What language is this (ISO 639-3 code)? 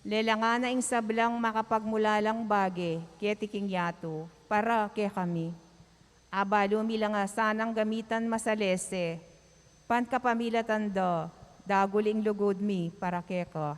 pam